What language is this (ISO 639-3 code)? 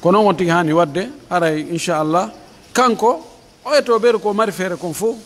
fuf